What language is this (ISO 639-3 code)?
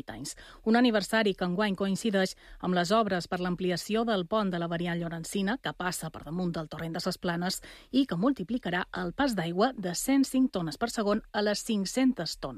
cat